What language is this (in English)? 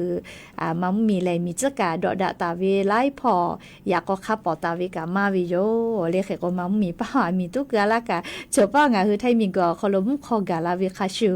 Lahu